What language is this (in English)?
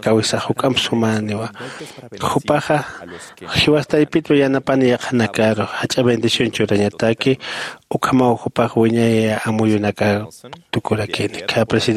Aymara